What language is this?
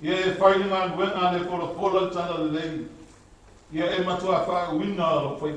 Samoan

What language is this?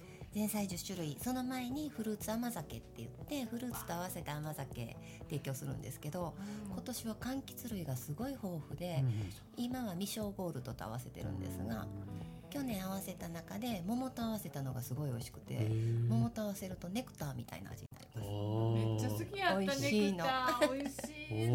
Japanese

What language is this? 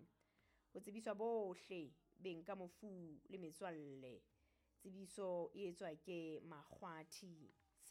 Southern Sotho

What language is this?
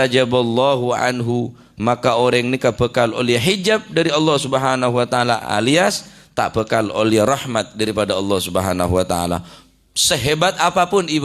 Madurese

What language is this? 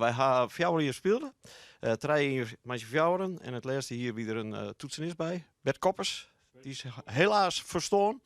Western Frisian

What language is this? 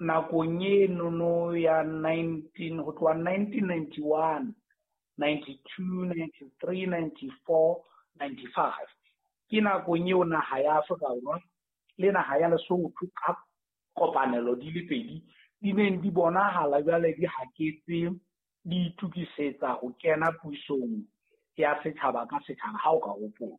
Southern Sotho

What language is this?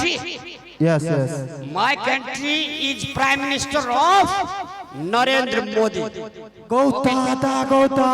Maithili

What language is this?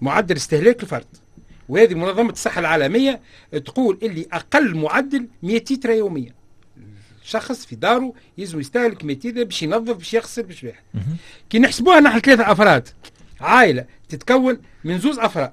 Tunisian Arabic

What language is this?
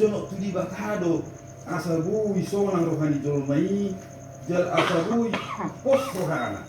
Batak Toba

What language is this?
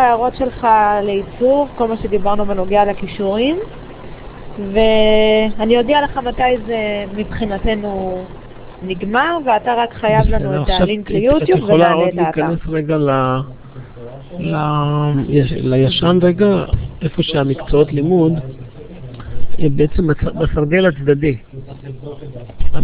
Hebrew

